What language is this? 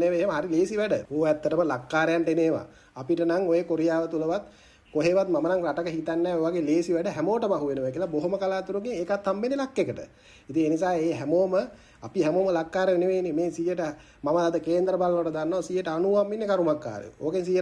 Sinhala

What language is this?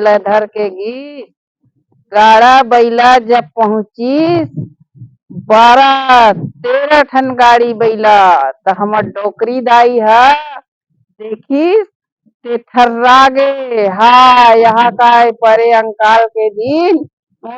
Chhattisgarhi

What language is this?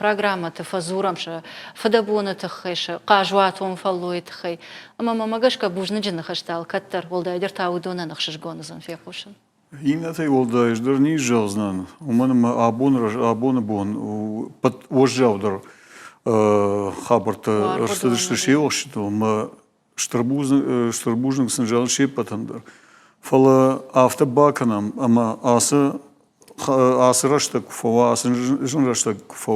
Ossetic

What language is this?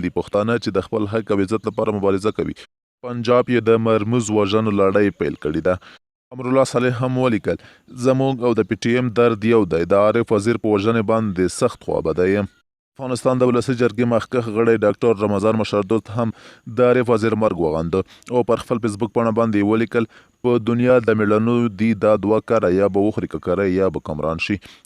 Pashto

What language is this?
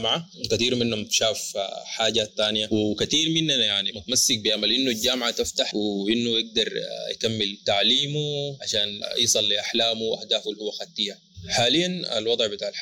Sudanese Arabic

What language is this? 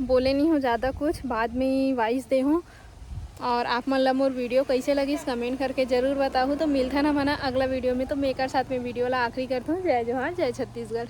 Chhattisgarhi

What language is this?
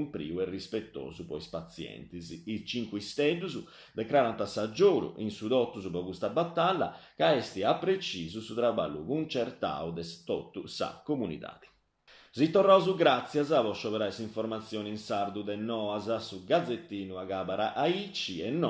Sardinian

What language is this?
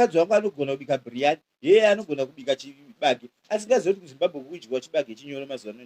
Shona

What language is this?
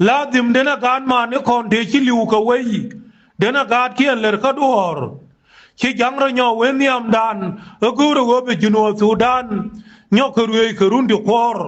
Nuer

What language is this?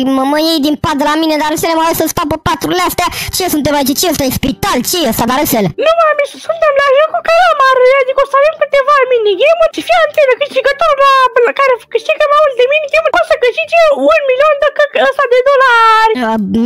Romanian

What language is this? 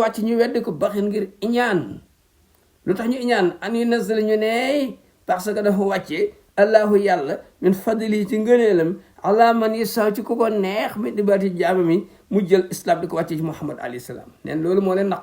Wolof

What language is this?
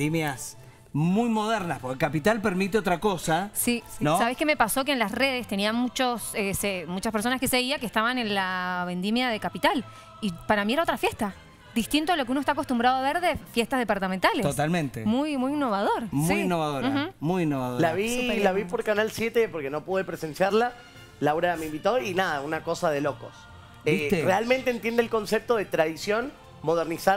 Spanish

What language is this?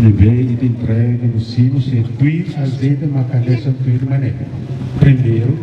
Tetum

